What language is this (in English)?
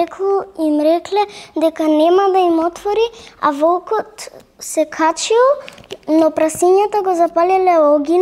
Macedonian